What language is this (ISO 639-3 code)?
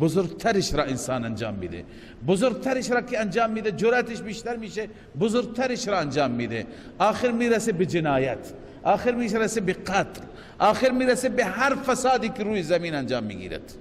fas